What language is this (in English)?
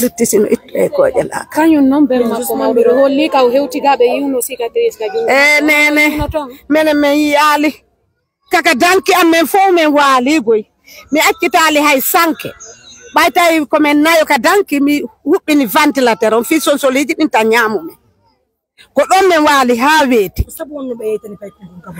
Fula